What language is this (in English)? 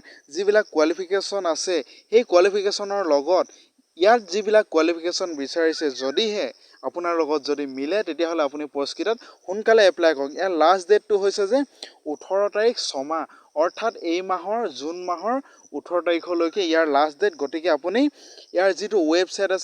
Assamese